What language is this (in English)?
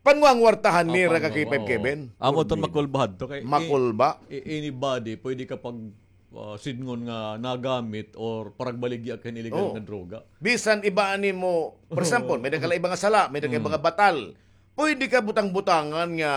Waray